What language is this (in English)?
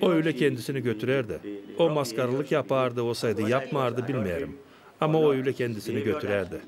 Gagauz